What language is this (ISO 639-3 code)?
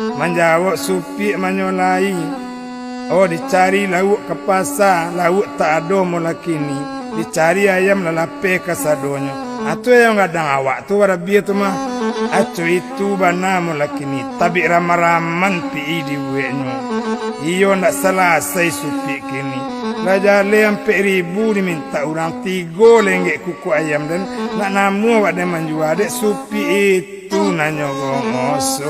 min